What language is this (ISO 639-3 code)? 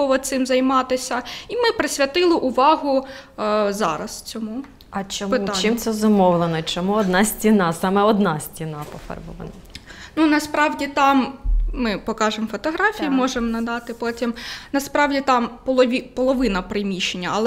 ukr